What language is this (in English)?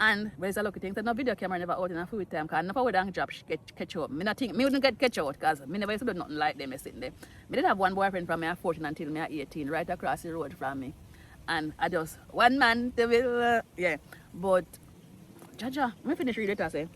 Jamaican Creole English